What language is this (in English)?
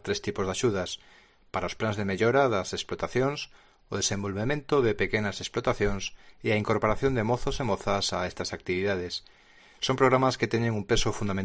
Galician